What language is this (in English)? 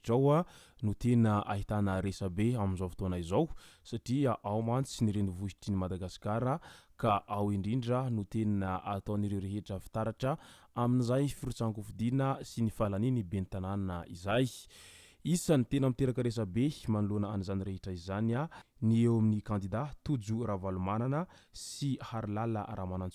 Malagasy